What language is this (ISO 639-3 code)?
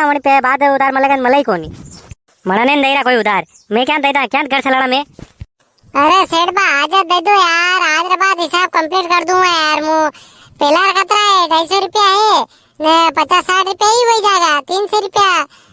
raj